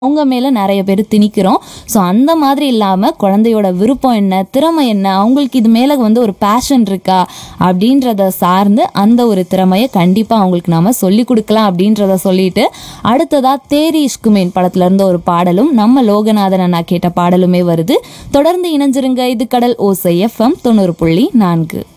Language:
Tamil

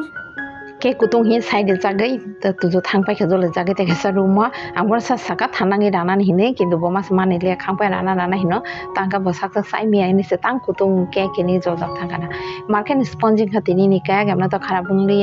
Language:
Kok Borok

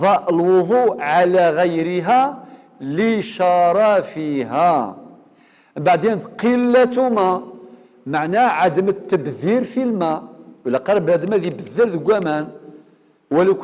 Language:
Algerian Arabic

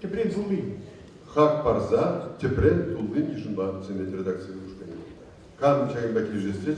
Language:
Chuvash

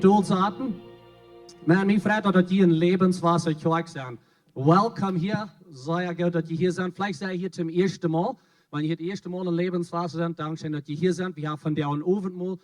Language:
Plautdietsch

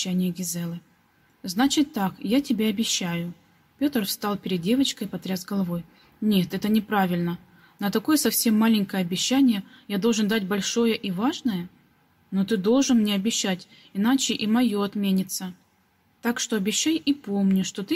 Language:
Russian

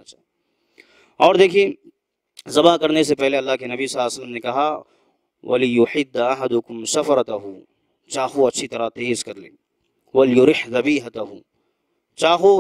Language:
Urdu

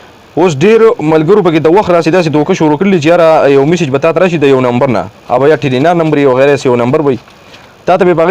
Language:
Pashto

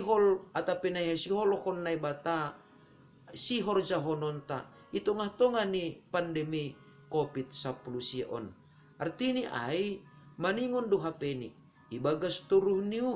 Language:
Batak Simalungun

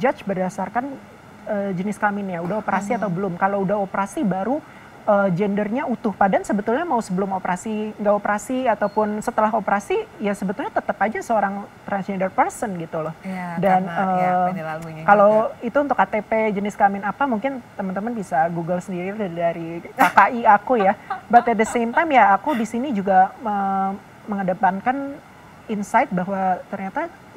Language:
Indonesian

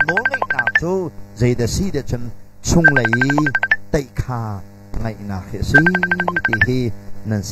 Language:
Hakha Chin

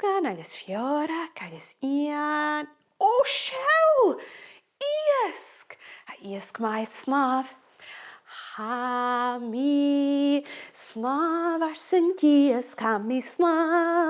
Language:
Scottish Gaelic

